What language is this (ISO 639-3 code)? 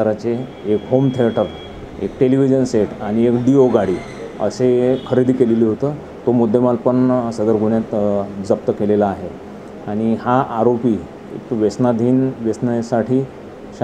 mar